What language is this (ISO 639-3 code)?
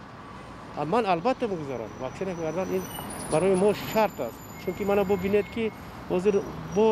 tgk